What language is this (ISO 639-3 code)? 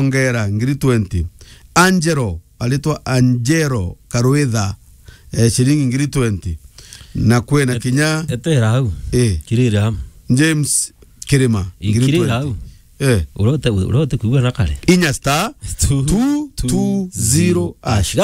mer